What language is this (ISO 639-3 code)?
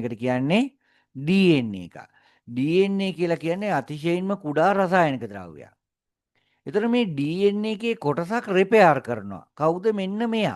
sin